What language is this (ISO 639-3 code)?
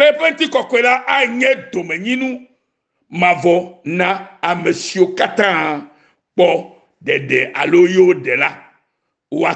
ewe